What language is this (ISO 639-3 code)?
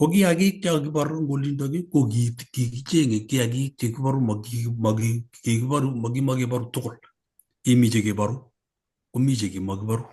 kln